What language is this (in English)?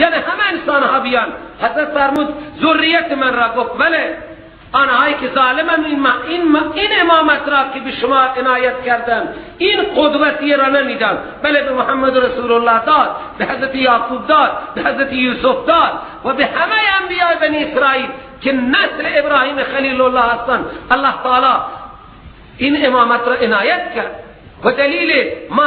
Persian